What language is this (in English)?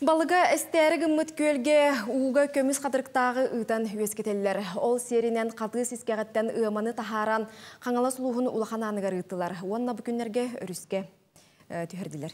Yakut